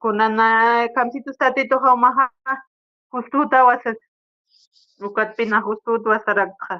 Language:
Aymara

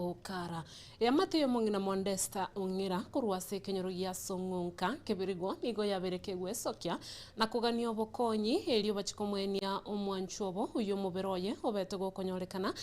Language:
Gusii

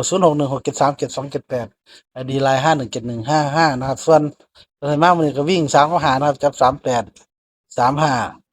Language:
Northeastern Thai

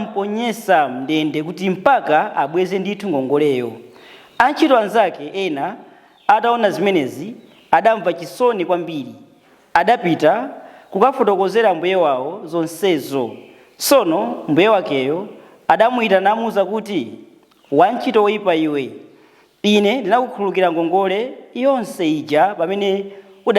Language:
Nyanja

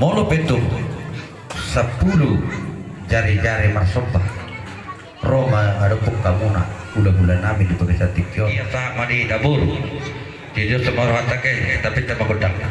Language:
Batak Toba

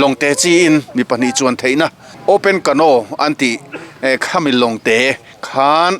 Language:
Mizo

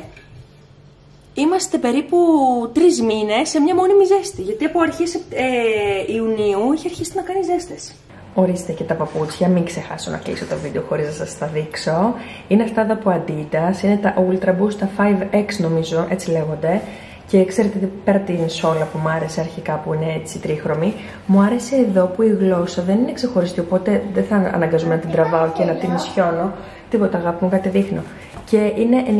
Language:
Greek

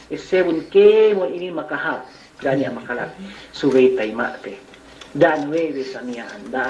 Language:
Yakan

